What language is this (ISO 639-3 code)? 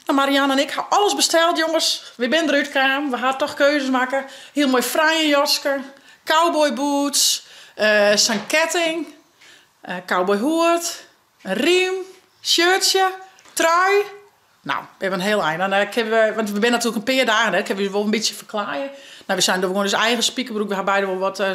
fry